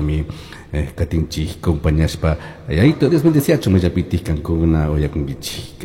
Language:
Chimborazo Highland Quichua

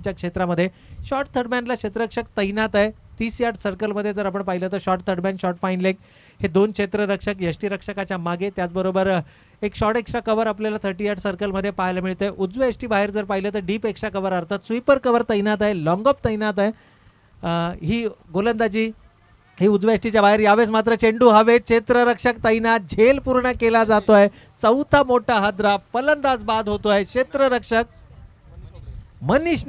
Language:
Marathi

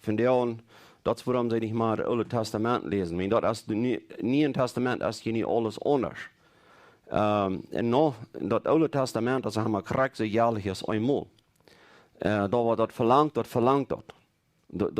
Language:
Plautdietsch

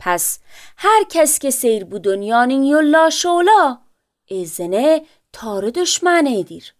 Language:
Azerbaijani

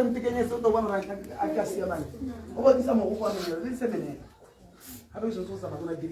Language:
Tswana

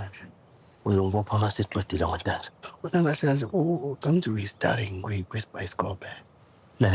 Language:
Zulu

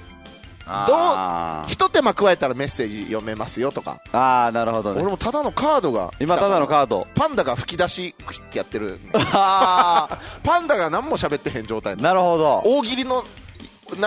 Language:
Japanese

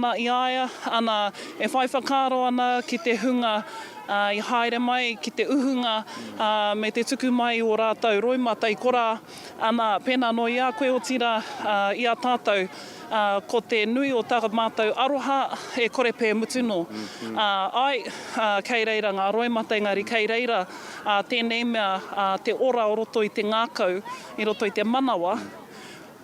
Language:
Māori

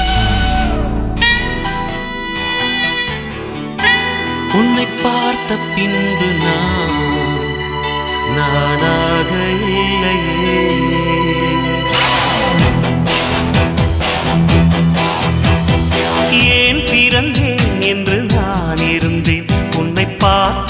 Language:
Tamil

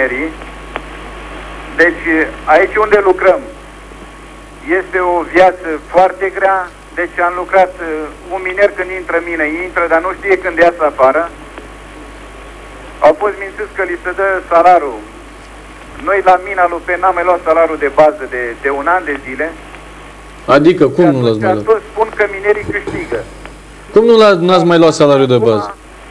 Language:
Romanian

